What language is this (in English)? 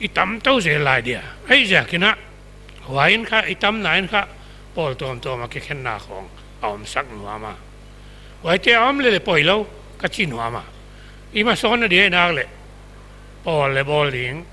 Paite Chin